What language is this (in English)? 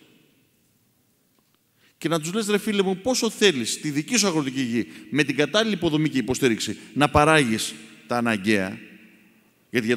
Greek